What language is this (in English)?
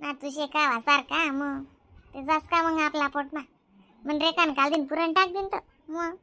Khandesi